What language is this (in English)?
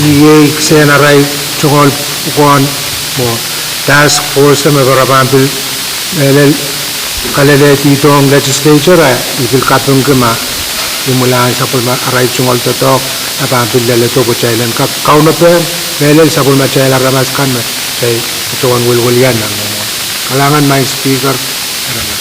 Pohnpeian